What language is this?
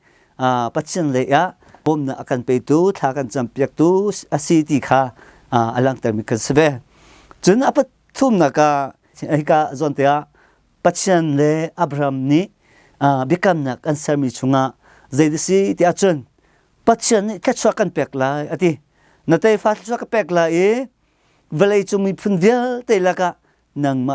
Hakha Chin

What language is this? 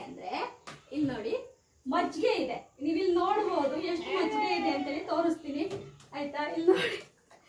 Kannada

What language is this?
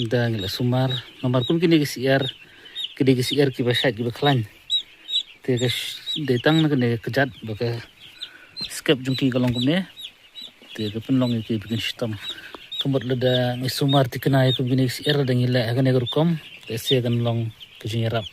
Khasi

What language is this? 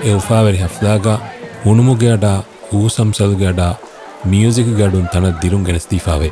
Divehi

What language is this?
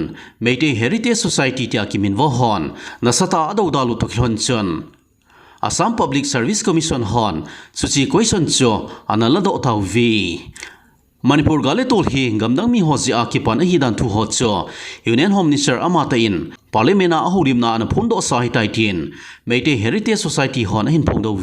Thado Chin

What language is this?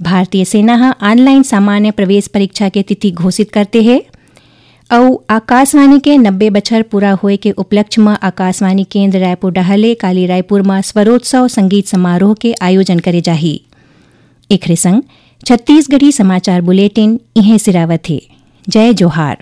Chhattisgarhi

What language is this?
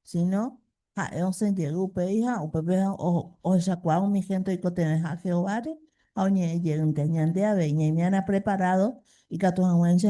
Guarani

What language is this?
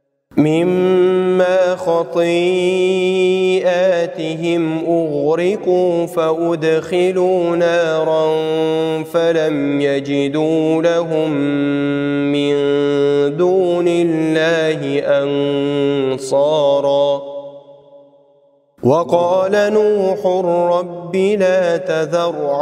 Arabic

